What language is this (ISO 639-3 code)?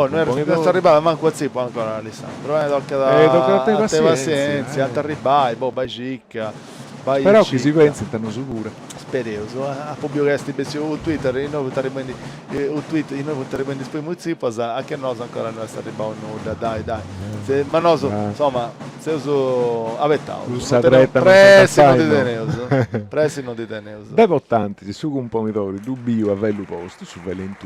srd